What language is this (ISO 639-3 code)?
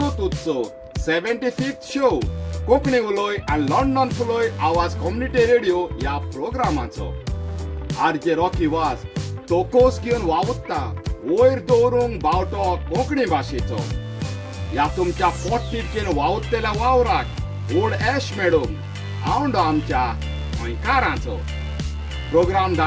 kok